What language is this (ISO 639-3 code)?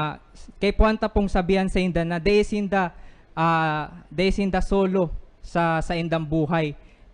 bik